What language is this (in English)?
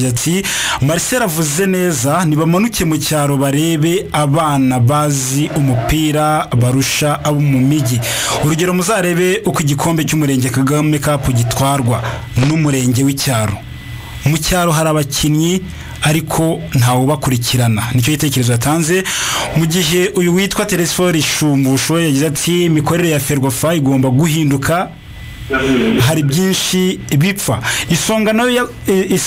Kinyarwanda